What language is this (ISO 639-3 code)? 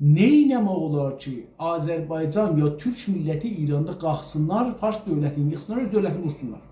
azb